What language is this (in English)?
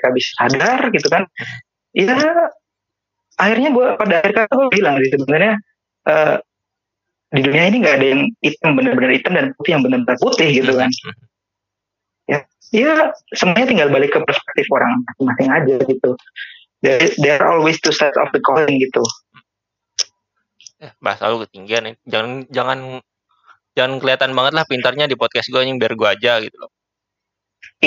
Indonesian